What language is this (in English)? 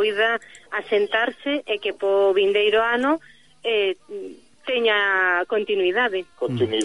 Galician